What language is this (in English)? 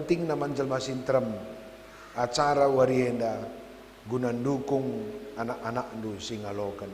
Batak Karo